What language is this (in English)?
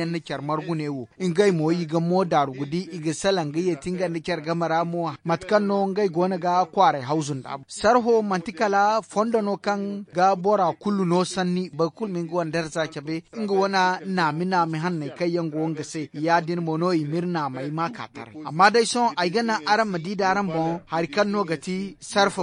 Zarma